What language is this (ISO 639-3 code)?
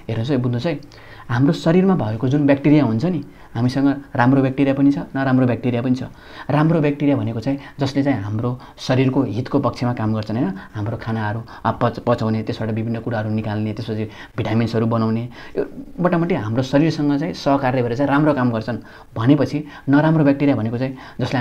nep